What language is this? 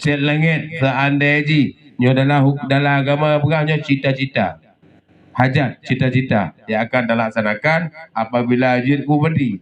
Achinese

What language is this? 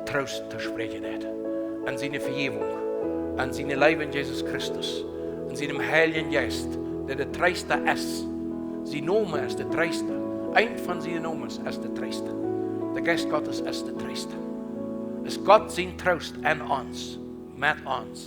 Plautdietsch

